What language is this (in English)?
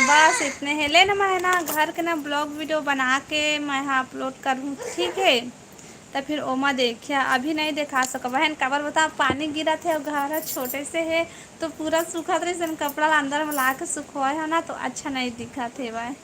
Chhattisgarhi